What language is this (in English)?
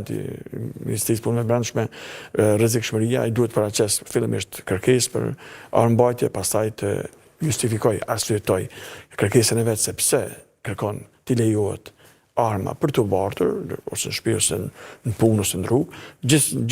Albanian